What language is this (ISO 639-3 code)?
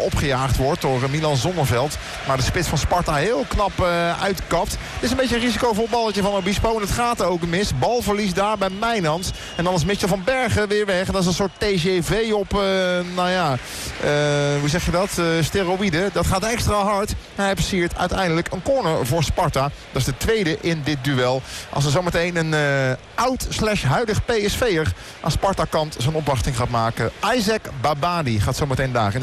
nld